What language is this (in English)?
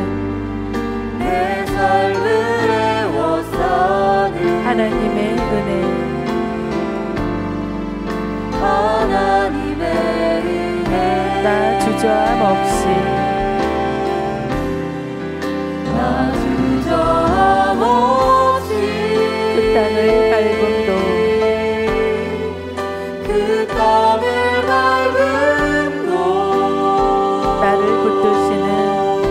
Korean